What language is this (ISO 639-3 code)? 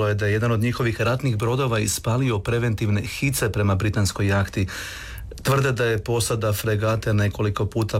hrv